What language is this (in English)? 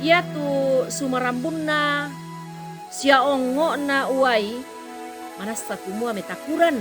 Toraja-Sa'dan